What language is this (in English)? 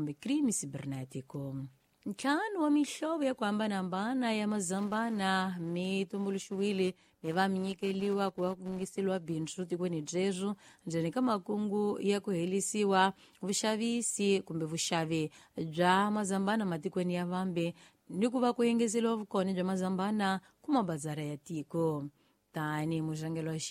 Tsonga